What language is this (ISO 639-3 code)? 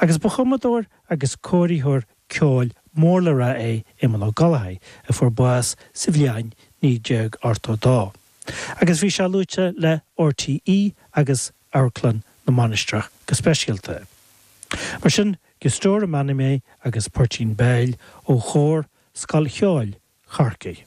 gle